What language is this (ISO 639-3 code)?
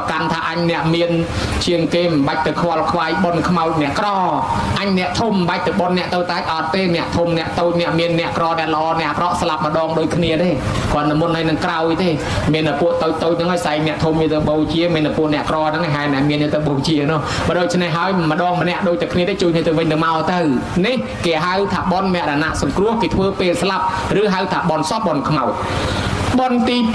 khm